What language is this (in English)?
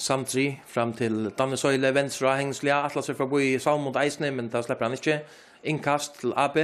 Faroese